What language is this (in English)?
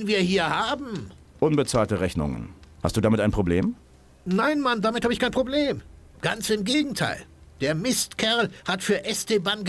Bavarian